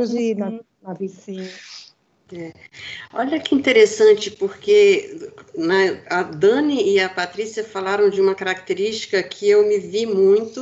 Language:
Portuguese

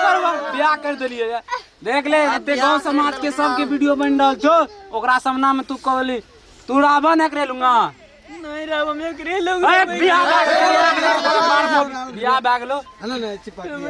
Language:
Maithili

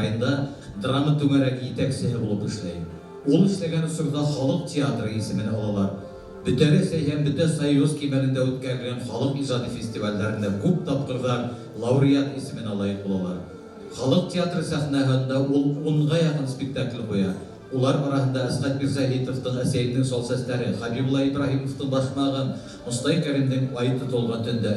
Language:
Bashkir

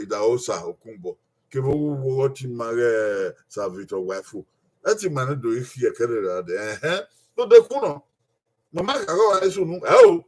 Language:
Bini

